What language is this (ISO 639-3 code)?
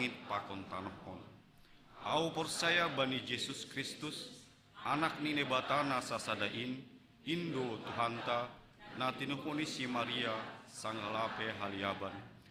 bts